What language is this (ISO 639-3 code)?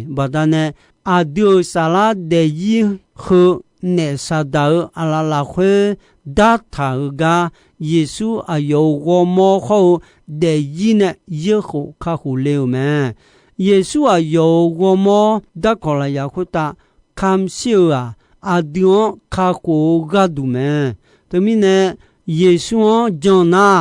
ahk